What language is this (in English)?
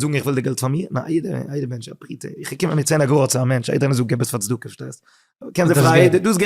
Yiddish